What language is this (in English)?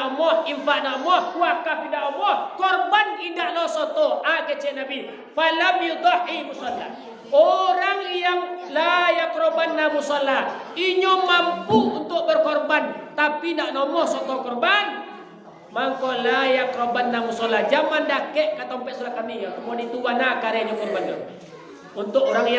Minangkabau